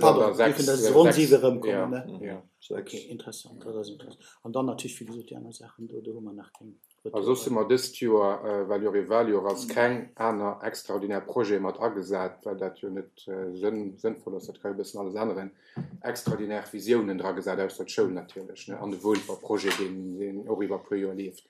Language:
Luxembourgish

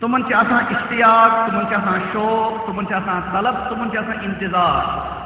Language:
Kashmiri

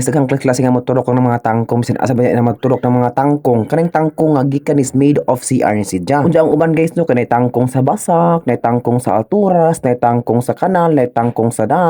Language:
Cebuano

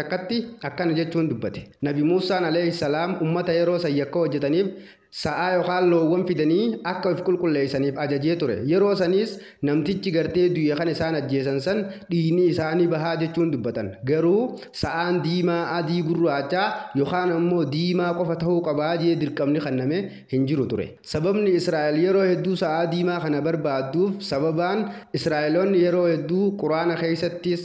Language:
Oromo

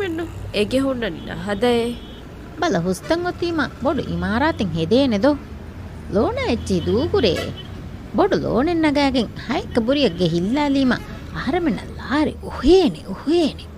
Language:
Divehi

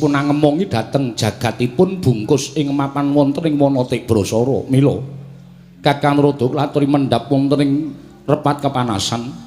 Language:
Javanese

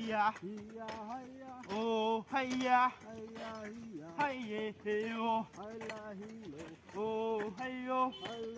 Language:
Naga Pidgin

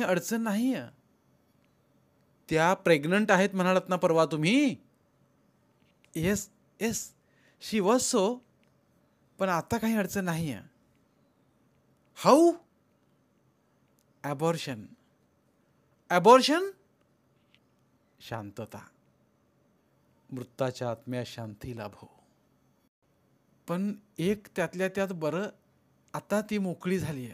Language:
Marathi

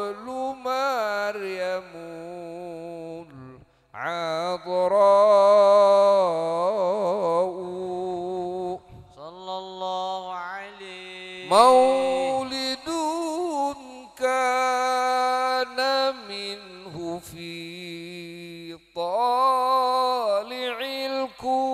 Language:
Arabic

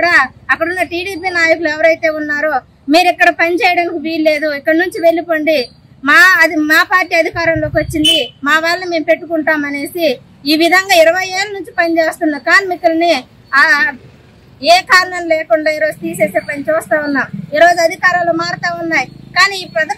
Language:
Telugu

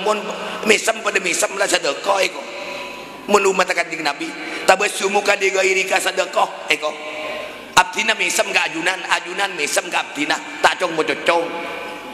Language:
Madurese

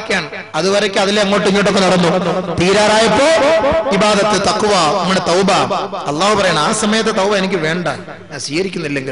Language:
Malayalam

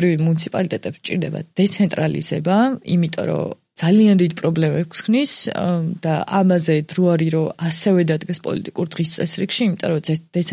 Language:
Georgian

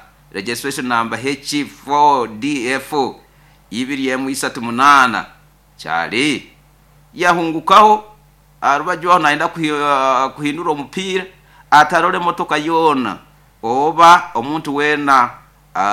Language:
Nyoro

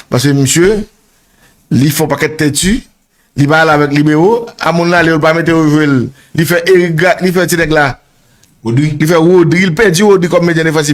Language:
Haitian Creole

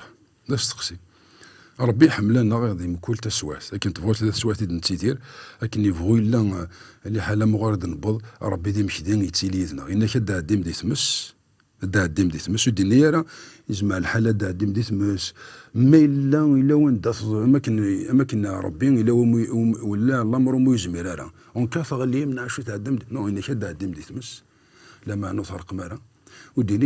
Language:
Kabyle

